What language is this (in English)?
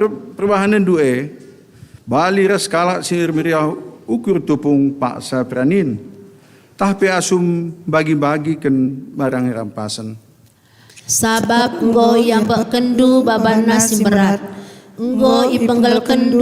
Batak Karo